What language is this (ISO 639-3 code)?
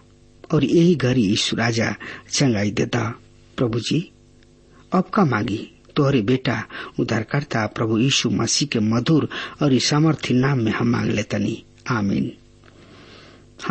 bho